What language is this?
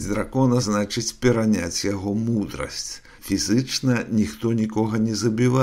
Belarusian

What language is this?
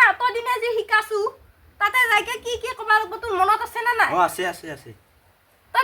Assamese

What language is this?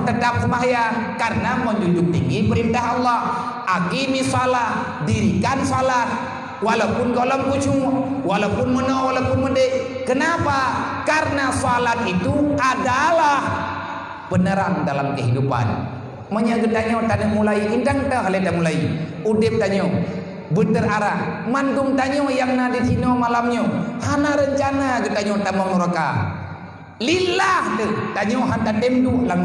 Achinese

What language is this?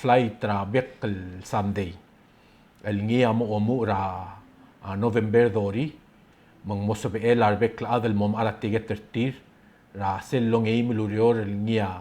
Palauan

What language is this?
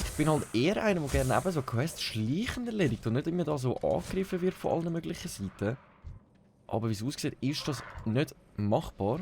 Swiss German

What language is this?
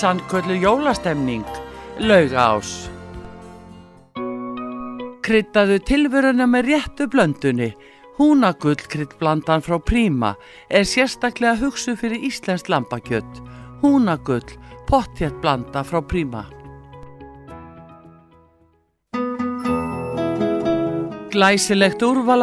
Icelandic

